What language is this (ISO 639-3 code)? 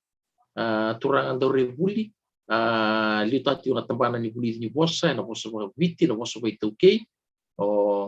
fij